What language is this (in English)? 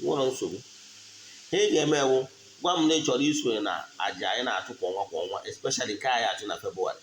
Igbo